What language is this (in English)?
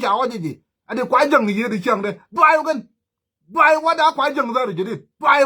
Nuer